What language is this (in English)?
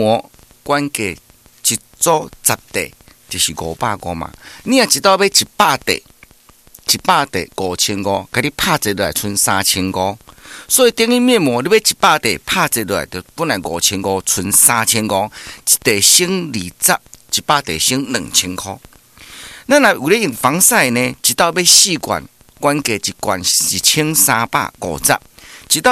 Min Nan Chinese